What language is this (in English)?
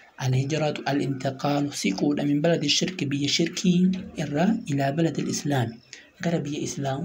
Oromo